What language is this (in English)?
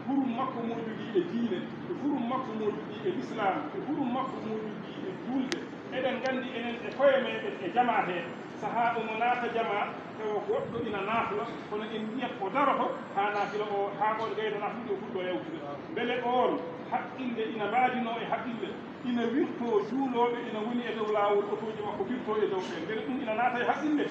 Fula